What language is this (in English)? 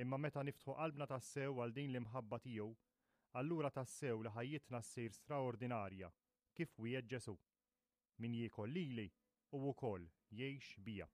Maltese